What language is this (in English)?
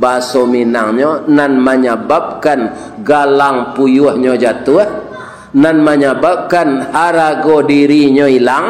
Minangkabau